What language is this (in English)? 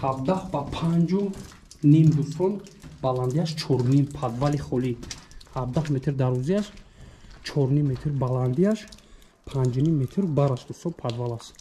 Tajik